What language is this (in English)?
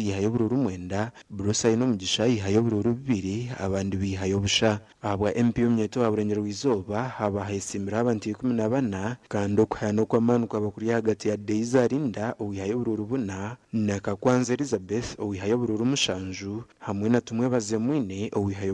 Nyankole